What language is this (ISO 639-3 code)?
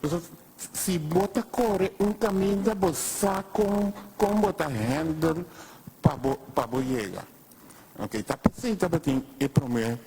pap